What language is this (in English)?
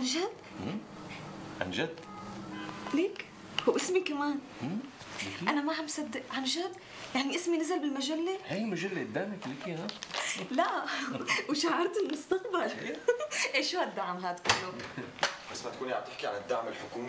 North Levantine Arabic